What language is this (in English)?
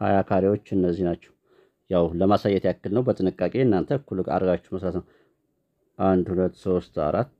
Amharic